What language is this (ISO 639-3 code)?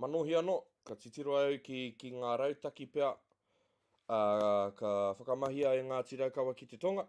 mri